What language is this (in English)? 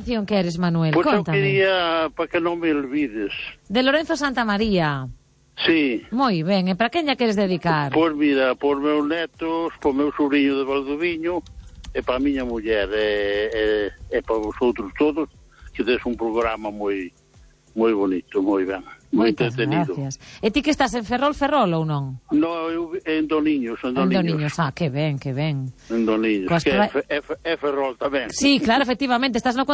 Galician